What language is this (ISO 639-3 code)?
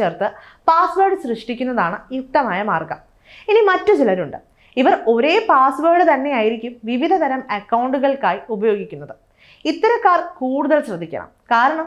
mal